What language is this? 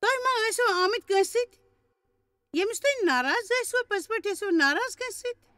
Kashmiri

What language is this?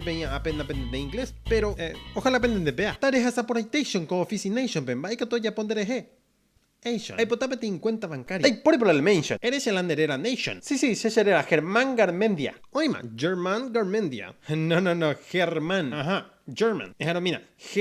Guarani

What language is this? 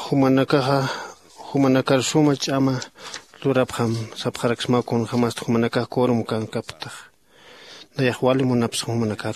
Aymara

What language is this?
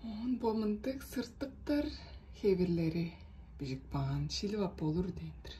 Tuvinian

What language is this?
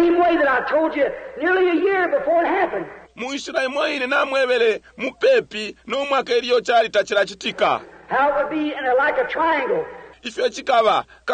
Bemba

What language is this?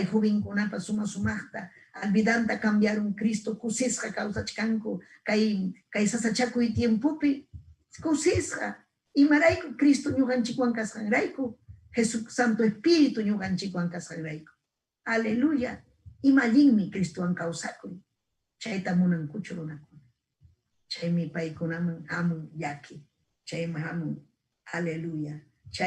Ayacucho Quechua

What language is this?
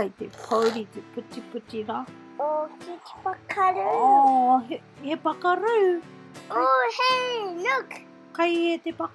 Māori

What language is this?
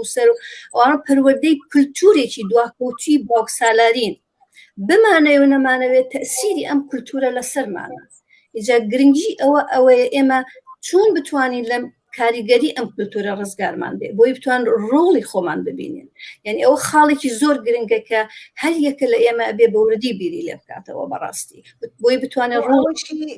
Central Kurdish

